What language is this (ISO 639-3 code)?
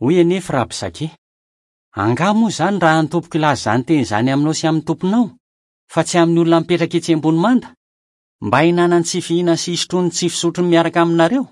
mlg